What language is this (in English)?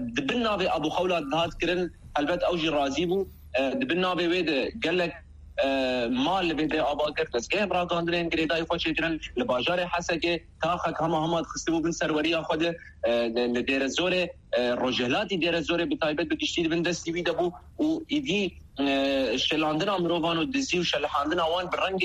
Kurdish